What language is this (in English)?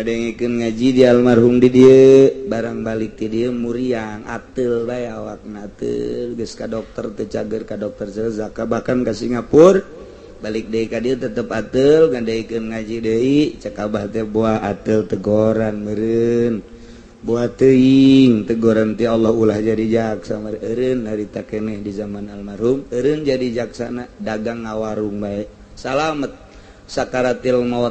Sundanese